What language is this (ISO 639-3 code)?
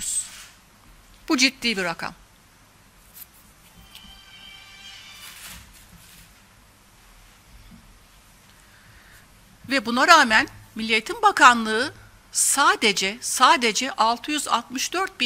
tur